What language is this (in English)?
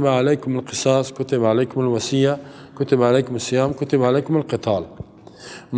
Persian